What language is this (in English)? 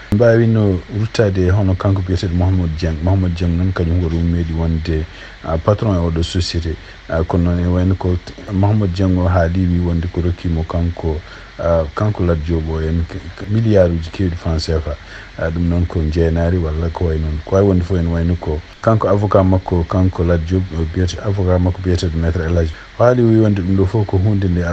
Fula